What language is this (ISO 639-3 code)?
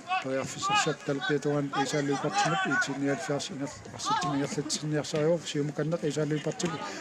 kal